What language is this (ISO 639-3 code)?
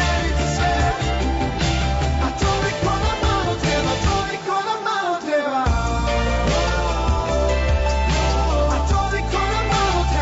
srp